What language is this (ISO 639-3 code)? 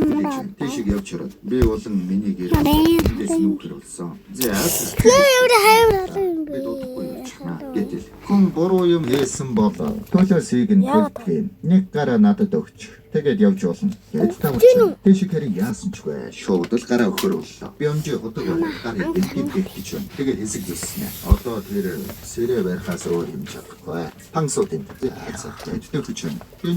mon